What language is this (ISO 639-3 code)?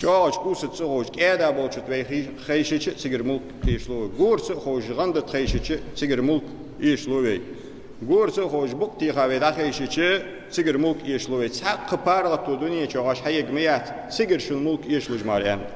inh